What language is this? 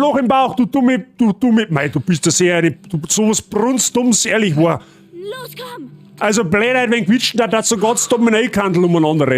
Bavarian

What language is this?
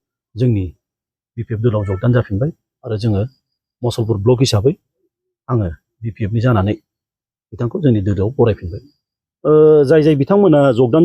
Bodo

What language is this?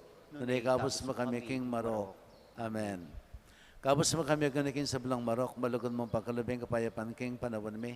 Pampanga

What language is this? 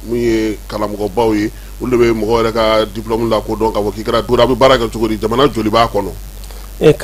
Bambara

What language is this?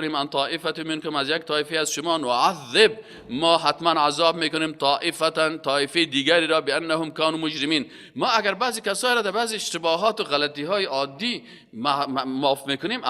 Persian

